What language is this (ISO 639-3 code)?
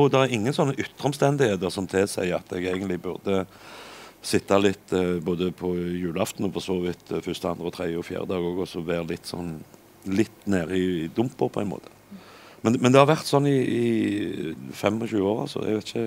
nor